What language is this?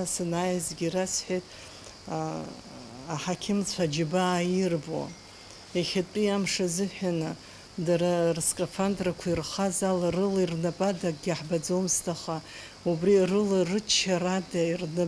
Abkhazian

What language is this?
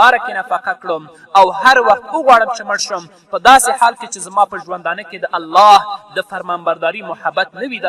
Pashto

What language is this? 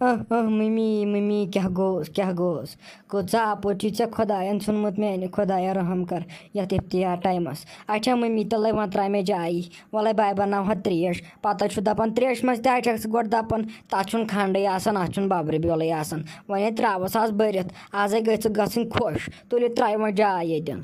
Kashmiri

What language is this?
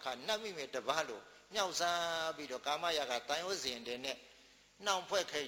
Burmese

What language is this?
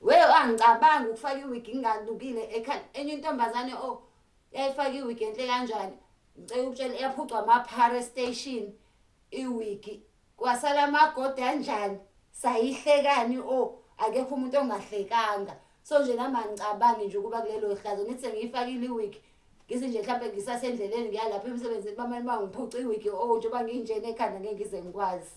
Zulu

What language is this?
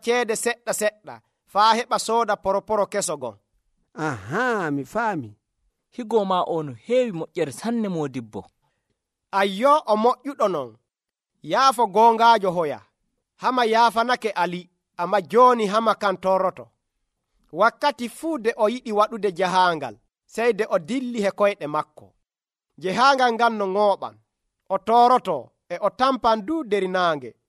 Nigerian Fulfulde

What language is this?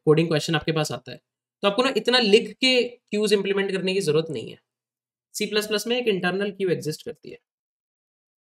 Hindi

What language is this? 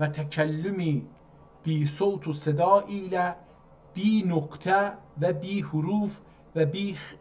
South Azerbaijani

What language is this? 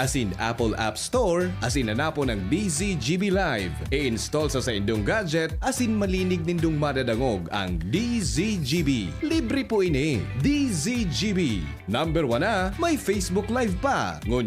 Bikol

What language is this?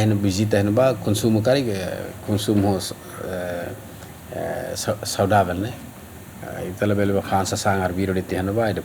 Tetum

